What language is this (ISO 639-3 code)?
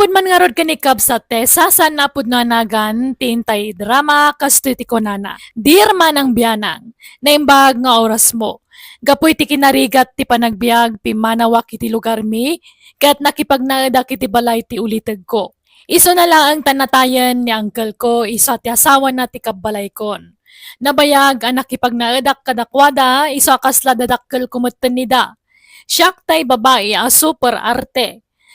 ilo